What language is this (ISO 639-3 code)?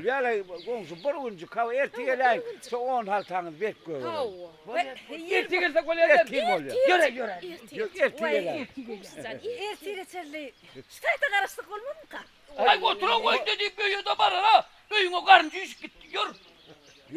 tuk